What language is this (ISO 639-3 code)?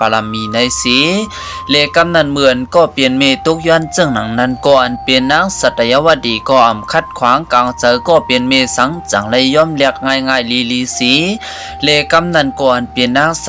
shn